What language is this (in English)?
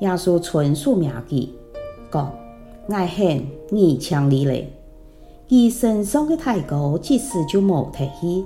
Hakka Chinese